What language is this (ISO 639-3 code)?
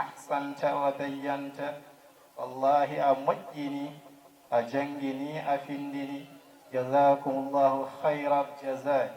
ful